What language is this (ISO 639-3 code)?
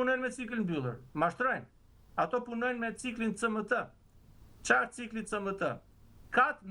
sqi